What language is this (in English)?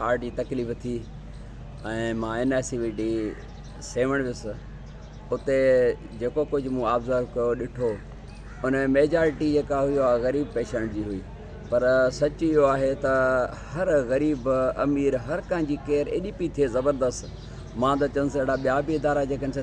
Sindhi